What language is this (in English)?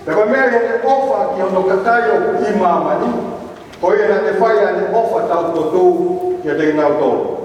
Tongan